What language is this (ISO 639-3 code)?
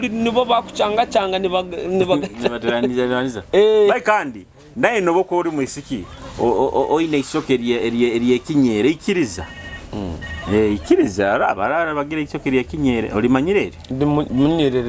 nyo